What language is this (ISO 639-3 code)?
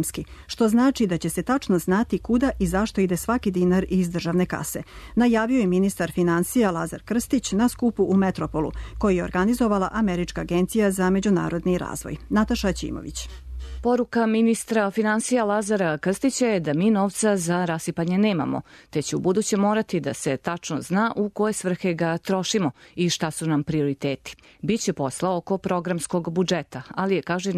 srp